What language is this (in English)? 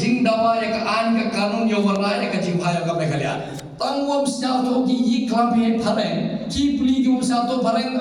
Khasi